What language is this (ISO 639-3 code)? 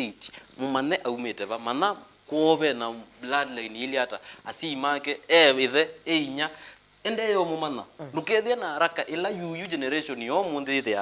kam